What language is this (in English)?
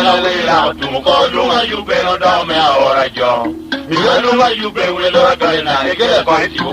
Lango (Uganda)